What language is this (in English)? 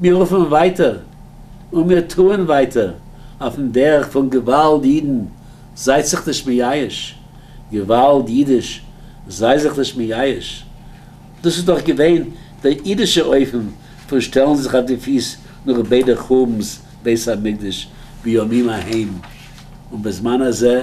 Yiddish